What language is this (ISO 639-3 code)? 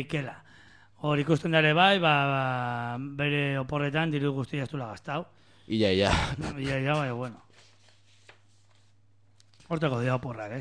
eus